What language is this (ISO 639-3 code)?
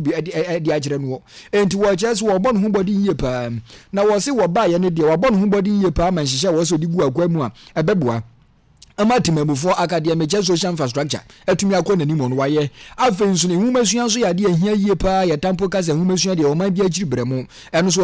aka